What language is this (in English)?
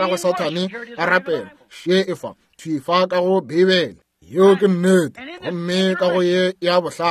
Northern Sotho